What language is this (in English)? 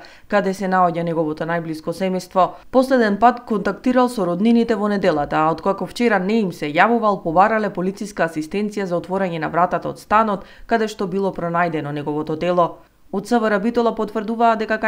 Macedonian